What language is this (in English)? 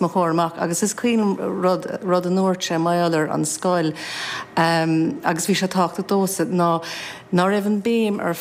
Irish